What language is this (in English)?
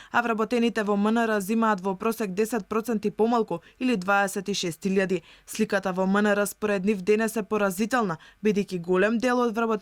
Macedonian